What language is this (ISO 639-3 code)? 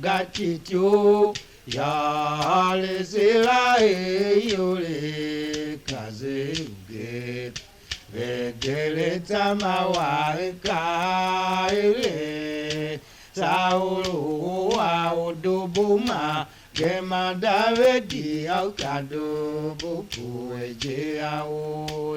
tiv